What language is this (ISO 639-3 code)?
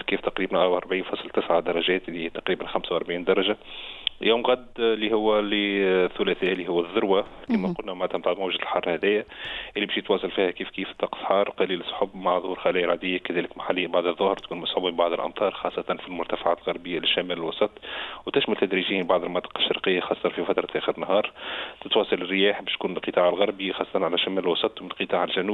aeb